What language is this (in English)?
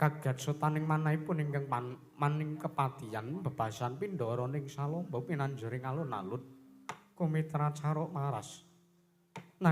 Javanese